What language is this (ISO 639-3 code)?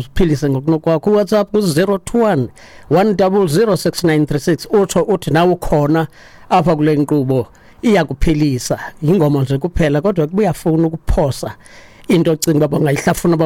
xho